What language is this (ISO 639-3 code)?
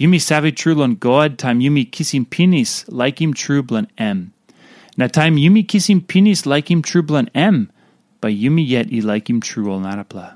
tpi